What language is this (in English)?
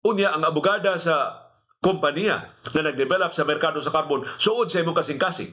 Cebuano